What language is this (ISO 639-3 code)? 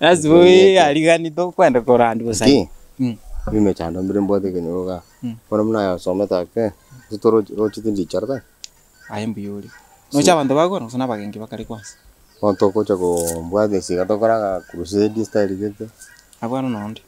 guz